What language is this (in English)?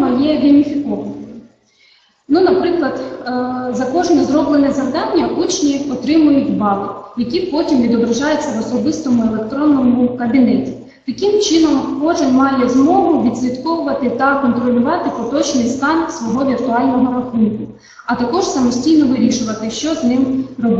Ukrainian